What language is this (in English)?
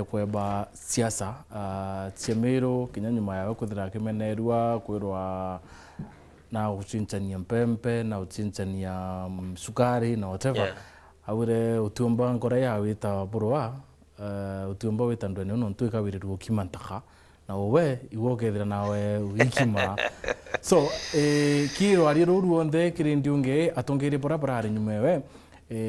Meru